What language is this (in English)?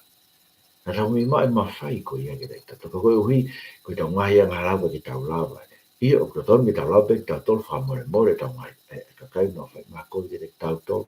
Tongan